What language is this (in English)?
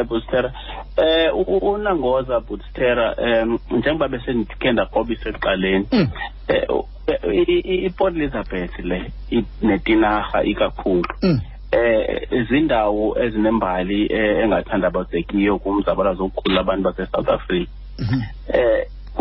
Xhosa